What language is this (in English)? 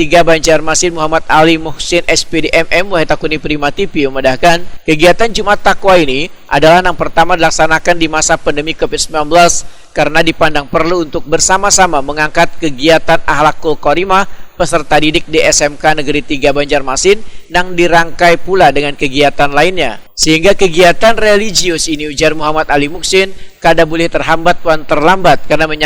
Banjar